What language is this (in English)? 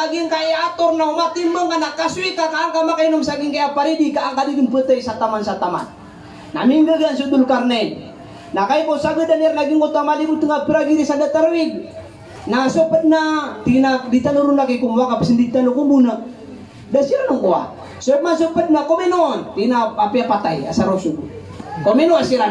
Maranao